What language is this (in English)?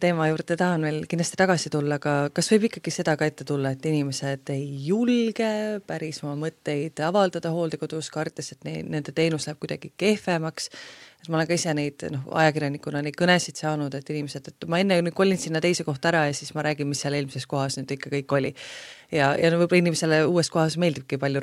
Estonian